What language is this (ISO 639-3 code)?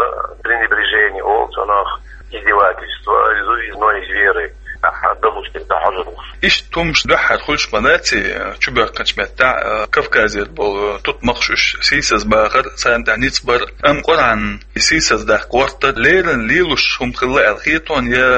che